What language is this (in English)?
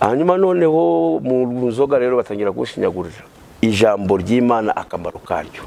Kinyarwanda